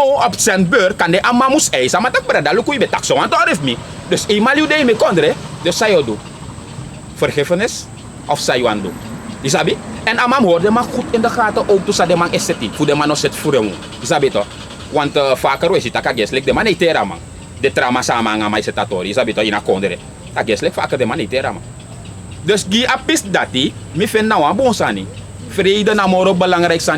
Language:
Sranan Tongo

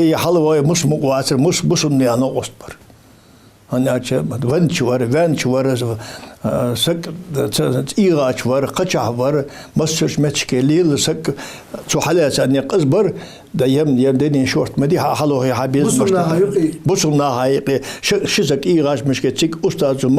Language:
Ingush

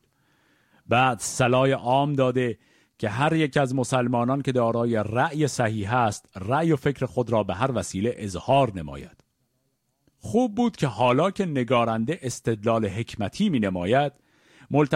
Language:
Persian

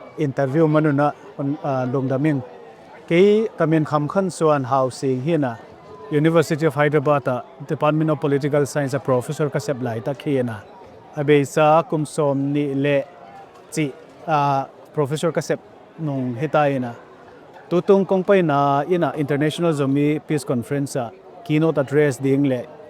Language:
Tedim Chin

